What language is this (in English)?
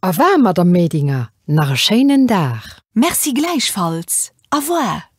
Luxembourgish